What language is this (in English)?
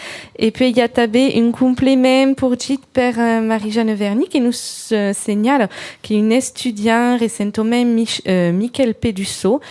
Occitan